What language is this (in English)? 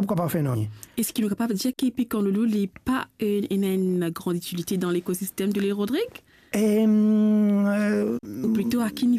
Morisyen